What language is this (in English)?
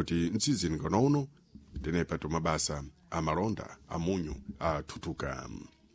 Sena